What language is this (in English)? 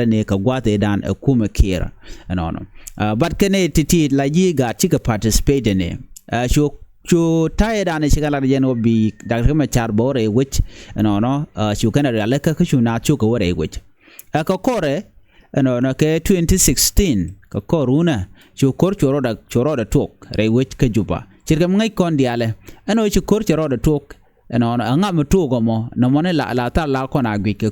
Nuer